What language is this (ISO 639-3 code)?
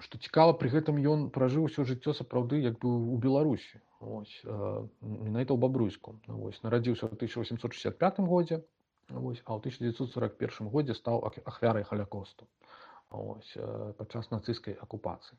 bel